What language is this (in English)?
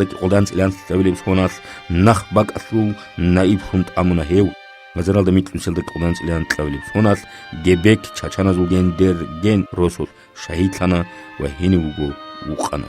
Avaric